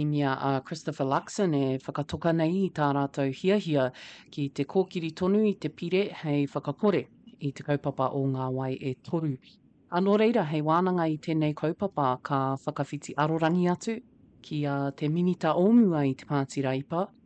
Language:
Māori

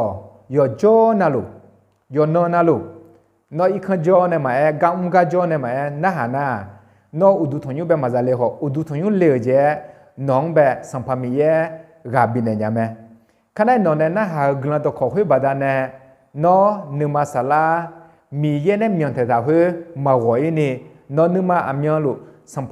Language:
Akha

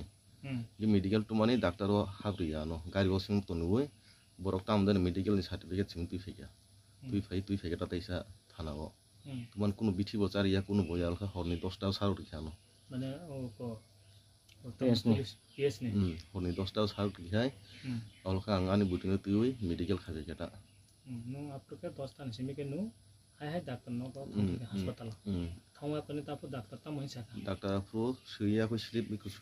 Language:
Riang (India)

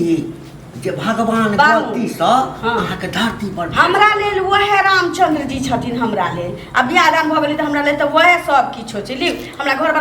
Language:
Maithili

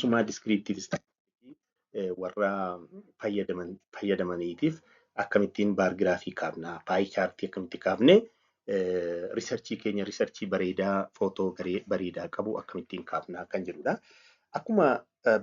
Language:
Oromo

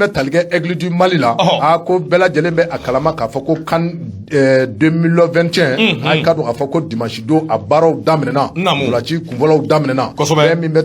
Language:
Bambara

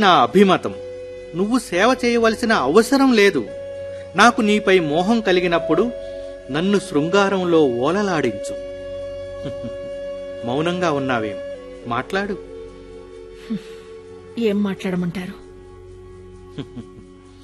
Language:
Telugu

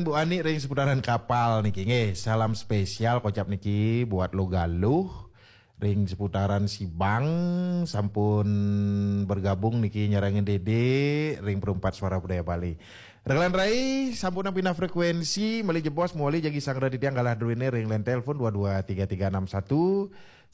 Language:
Balinese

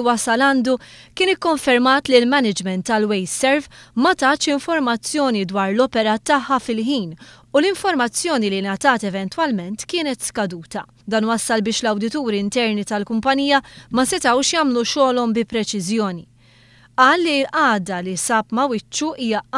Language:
Maltese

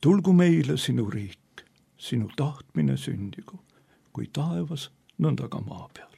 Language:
Estonian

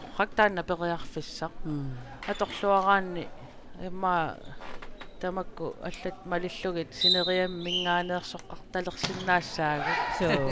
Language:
Kalaallisut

